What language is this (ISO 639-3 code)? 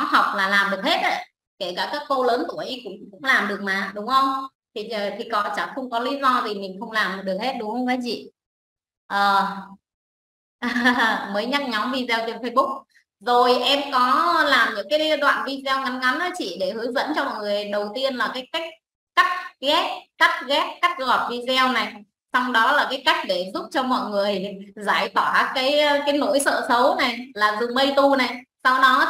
vie